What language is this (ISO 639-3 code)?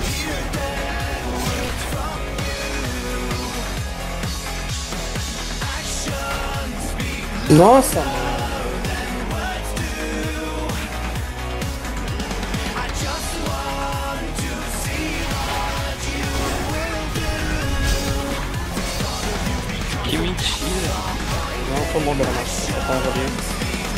por